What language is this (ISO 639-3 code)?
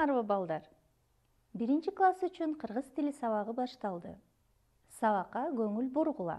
kir